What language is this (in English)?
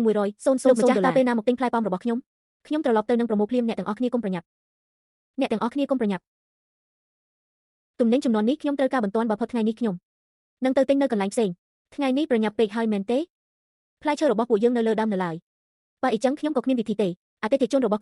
Khmer